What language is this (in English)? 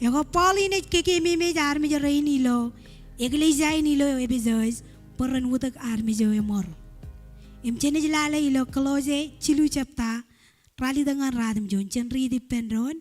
Marshallese